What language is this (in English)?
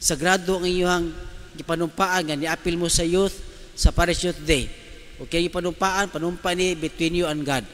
Cebuano